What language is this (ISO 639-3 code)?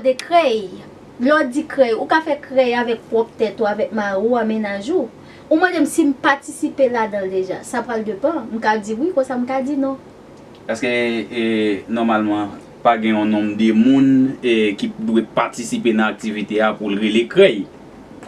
hat